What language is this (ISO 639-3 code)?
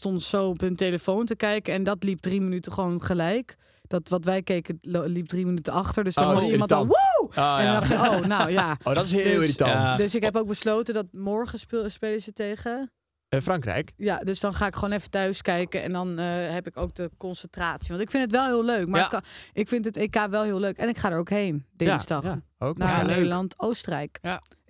nld